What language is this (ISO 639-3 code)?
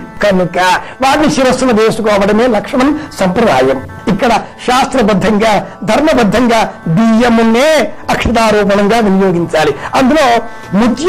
tel